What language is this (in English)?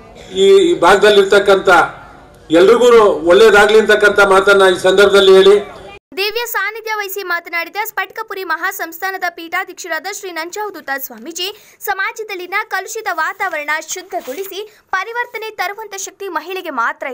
Kannada